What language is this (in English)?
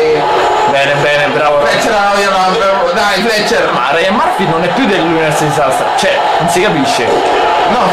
Italian